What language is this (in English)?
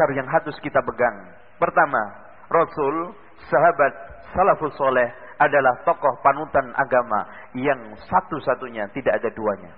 Indonesian